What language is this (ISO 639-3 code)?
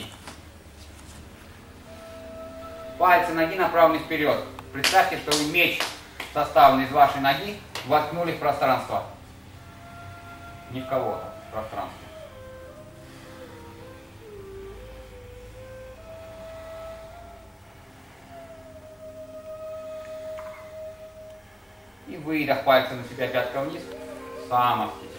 rus